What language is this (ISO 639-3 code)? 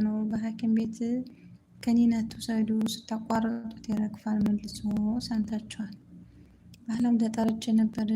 amh